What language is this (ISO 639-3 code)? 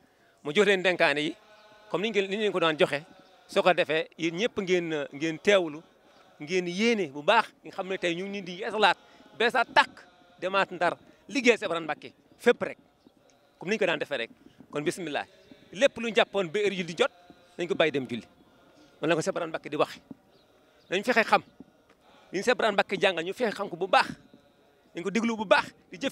wol